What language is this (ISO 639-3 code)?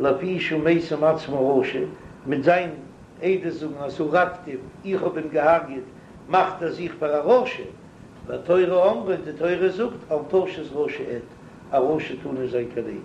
yid